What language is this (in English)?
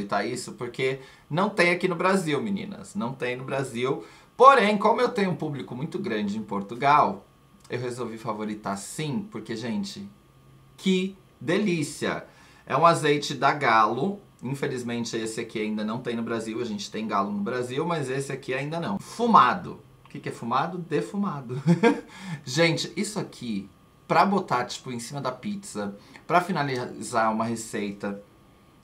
Portuguese